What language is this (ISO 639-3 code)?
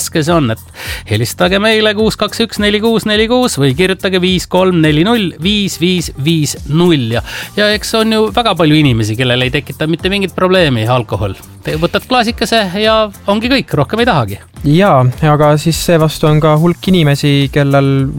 est